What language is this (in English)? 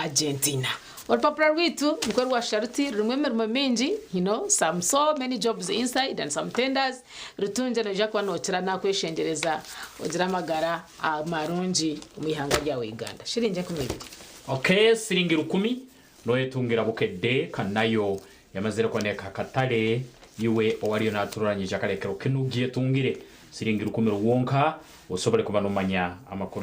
Nyankole